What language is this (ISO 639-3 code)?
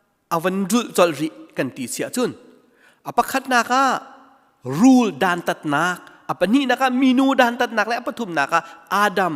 cnh